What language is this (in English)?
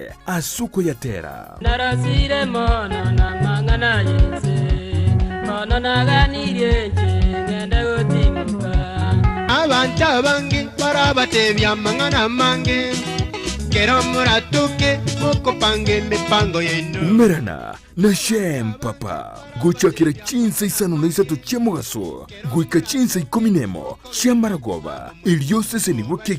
Gusii